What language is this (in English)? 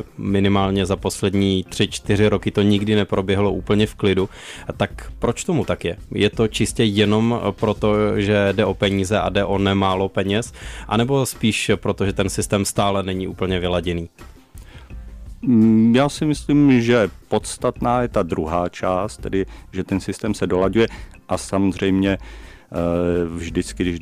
Czech